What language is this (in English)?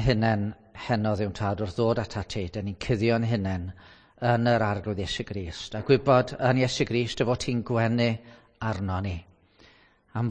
Welsh